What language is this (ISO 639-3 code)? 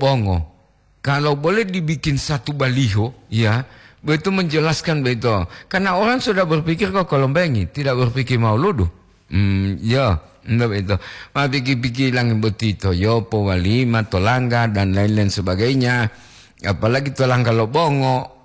gor